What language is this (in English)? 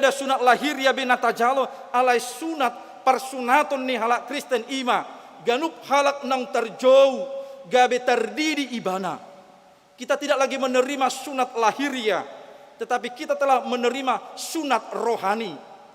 Batak Toba